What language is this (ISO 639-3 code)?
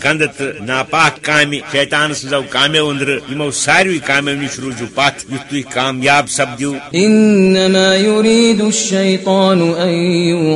kas